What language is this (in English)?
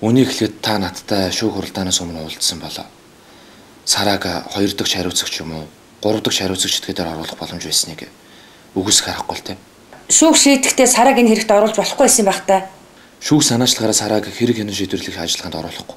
Mongolian